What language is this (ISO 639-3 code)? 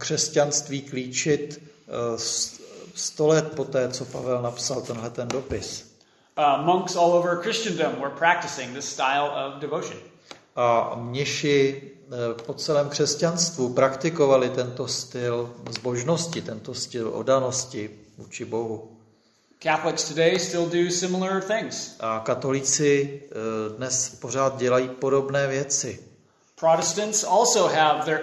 ces